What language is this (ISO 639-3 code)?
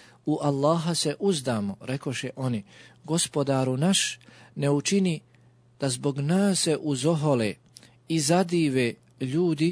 bos